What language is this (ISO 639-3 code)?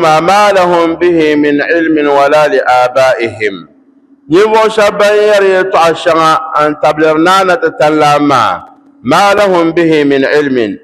dag